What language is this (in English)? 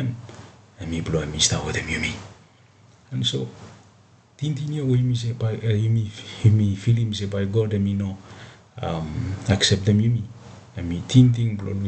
Bislama